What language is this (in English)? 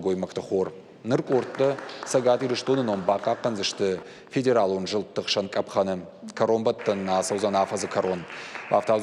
Ossetic